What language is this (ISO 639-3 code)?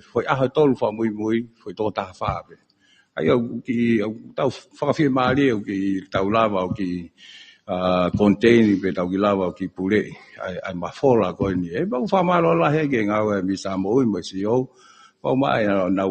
ton